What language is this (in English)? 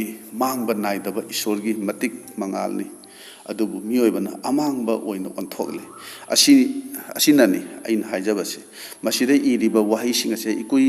Manipuri